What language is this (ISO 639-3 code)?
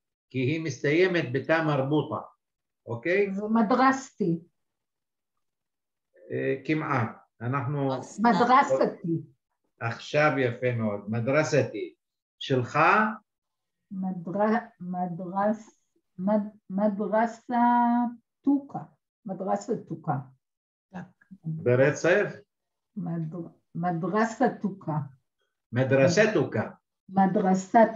heb